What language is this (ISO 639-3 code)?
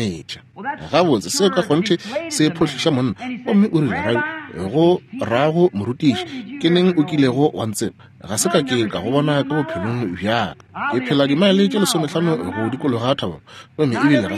nso